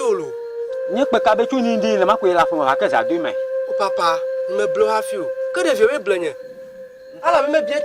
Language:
Ewe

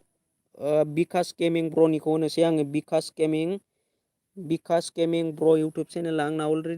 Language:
Bodo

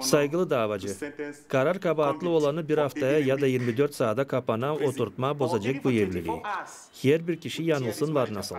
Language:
Gagauz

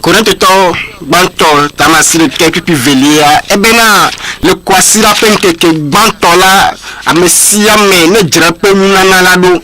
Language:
Ewe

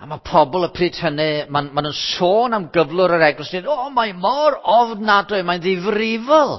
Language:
Welsh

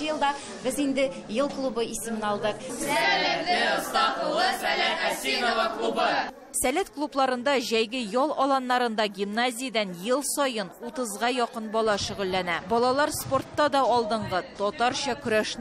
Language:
Tatar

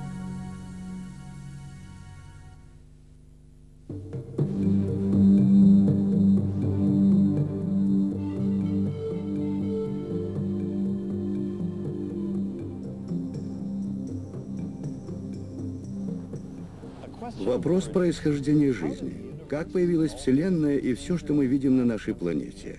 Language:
Russian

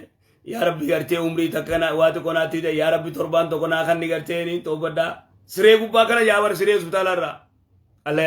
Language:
Oromo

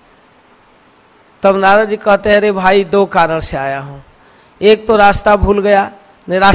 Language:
Hindi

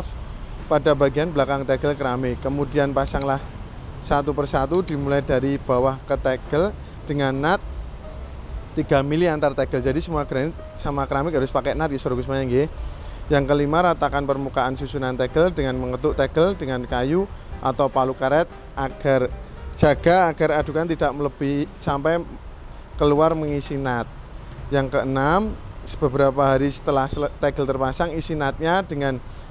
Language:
Indonesian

